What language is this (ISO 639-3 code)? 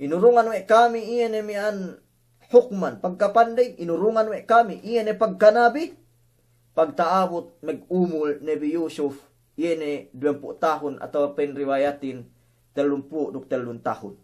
yka